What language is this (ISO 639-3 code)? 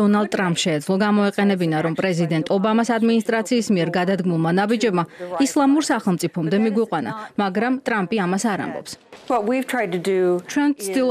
kat